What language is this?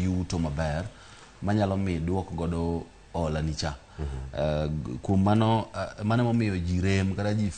Luo (Kenya and Tanzania)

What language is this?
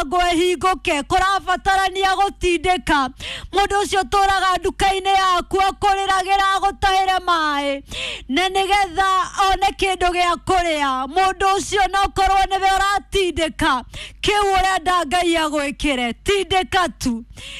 Kikuyu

